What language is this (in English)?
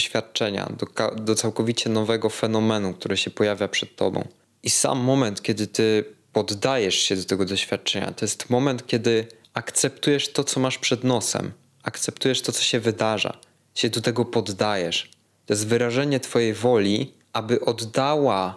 Polish